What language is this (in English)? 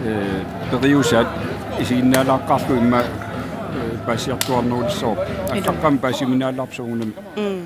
Kalaallisut